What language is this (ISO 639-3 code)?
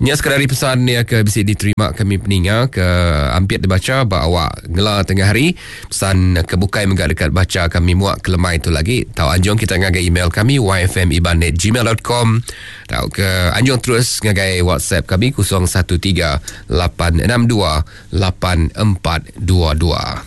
iba